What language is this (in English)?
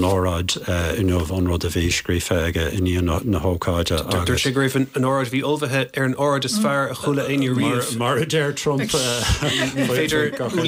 Irish